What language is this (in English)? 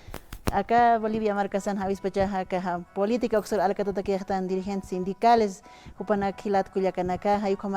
Aymara